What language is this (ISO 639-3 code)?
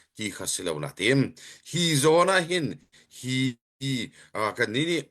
cnh